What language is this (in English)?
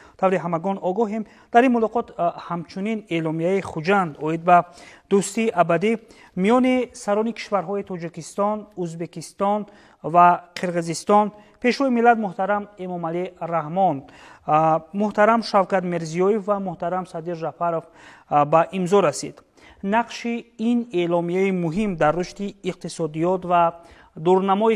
Tajik